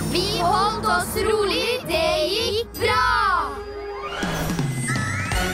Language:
Norwegian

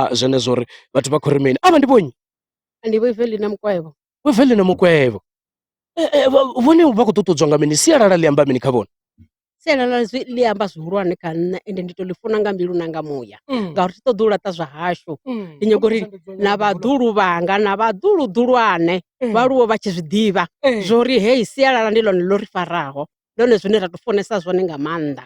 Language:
Venda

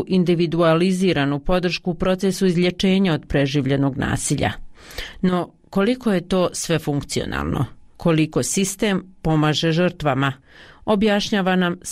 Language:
Bosnian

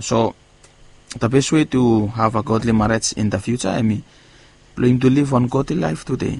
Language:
Bislama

